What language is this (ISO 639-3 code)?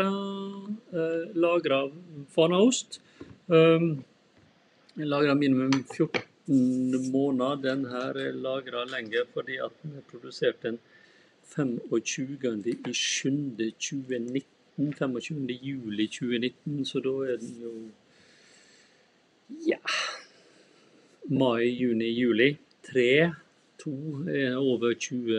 nor